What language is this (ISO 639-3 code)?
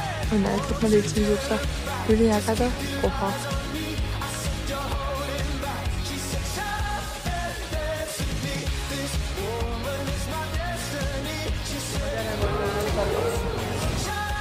est